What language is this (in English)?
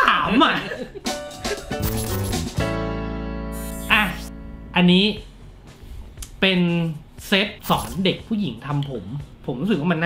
Thai